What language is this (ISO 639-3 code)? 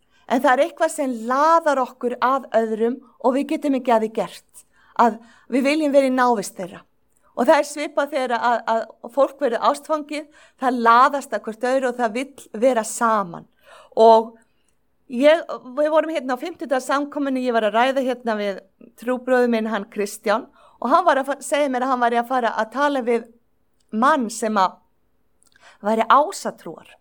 isl